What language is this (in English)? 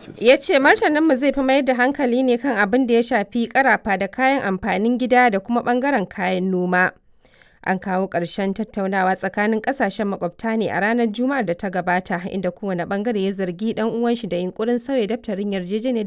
Hausa